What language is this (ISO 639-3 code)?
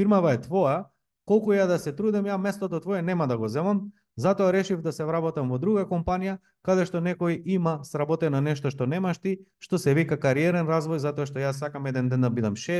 mkd